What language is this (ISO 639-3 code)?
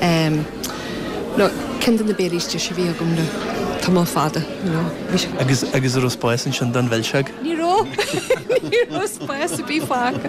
gle